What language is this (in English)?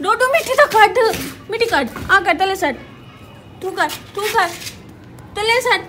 Saraiki